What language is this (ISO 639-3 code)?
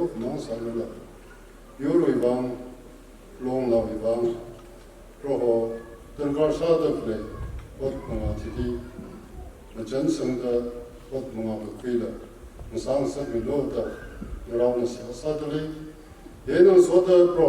nmf